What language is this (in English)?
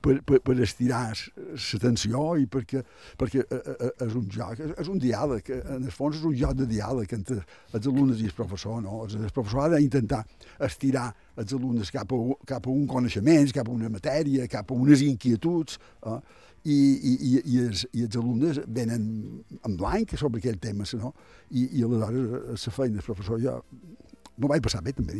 Catalan